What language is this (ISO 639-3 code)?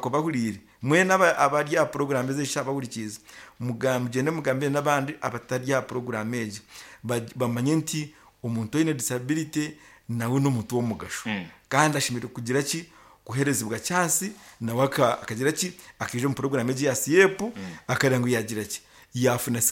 nyn